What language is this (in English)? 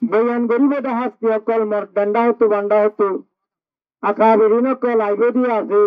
Rohingya